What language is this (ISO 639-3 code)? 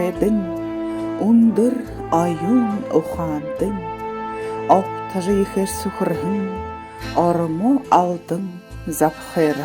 bua